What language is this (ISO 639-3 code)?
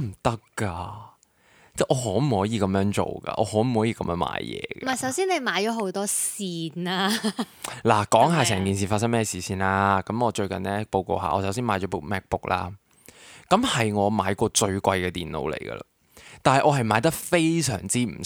yue